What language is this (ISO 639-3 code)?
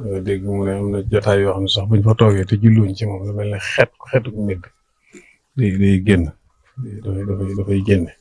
wol